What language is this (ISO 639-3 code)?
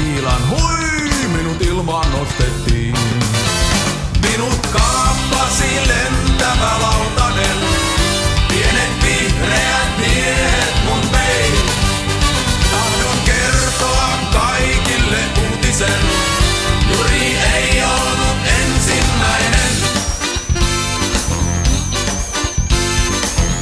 fin